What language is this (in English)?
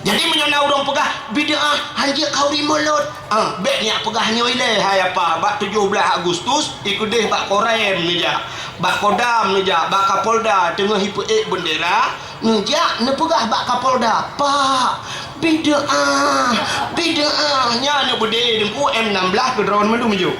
Achinese